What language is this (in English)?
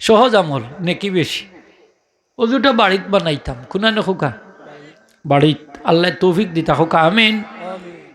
Sylheti